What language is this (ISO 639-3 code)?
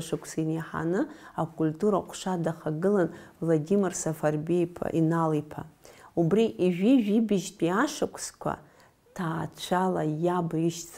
abk